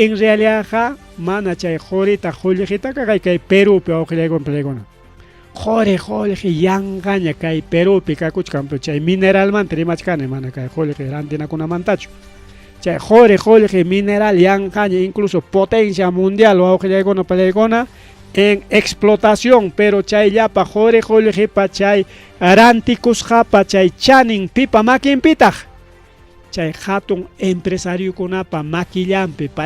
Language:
Ayacucho Quechua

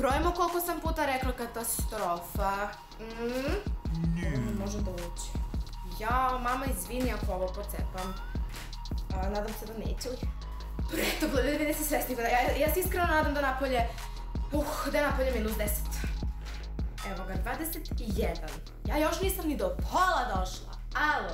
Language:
Serbian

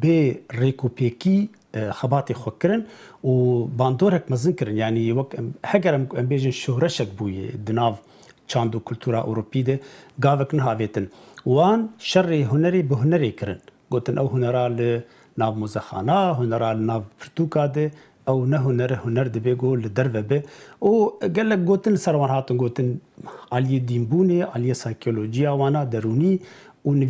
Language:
Kurdish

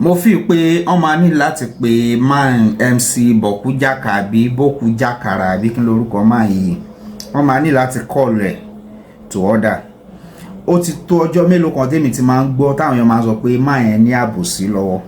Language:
Yoruba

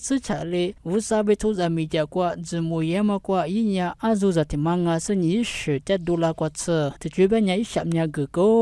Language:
Lisu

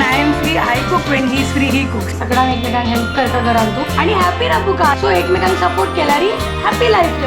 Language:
Konkani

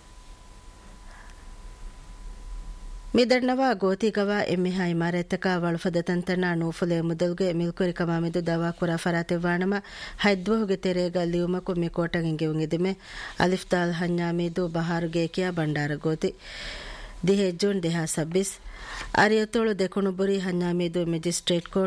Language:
Divehi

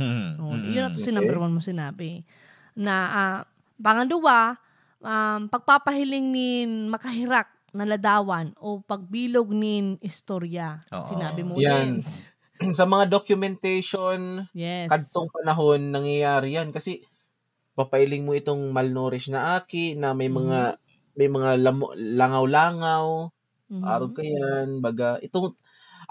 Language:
Bikol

